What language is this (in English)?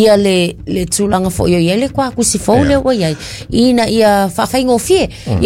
Samoan